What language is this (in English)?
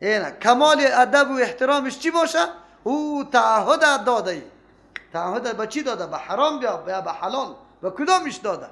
Persian